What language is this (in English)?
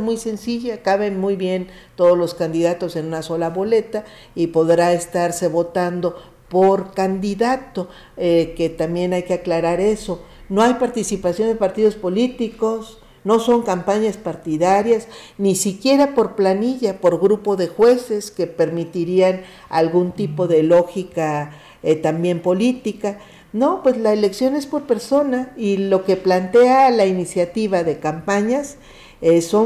Spanish